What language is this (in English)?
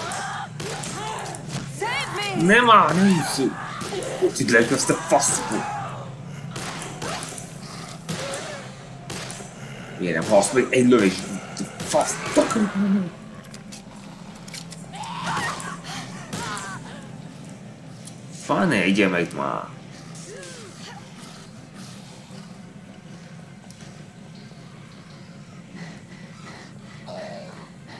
Hungarian